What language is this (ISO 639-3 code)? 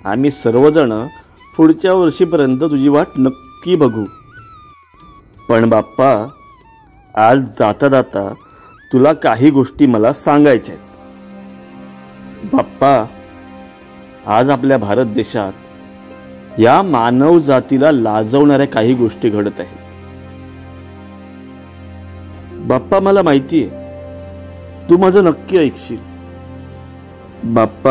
mar